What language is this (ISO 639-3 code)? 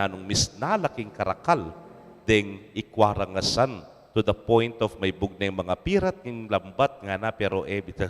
pam